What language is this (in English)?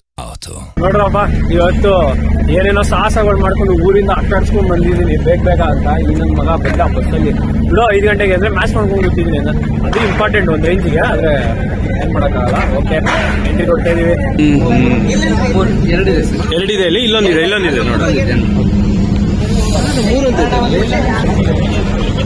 Kannada